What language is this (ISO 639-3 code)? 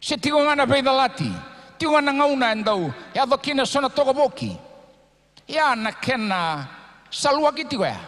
fij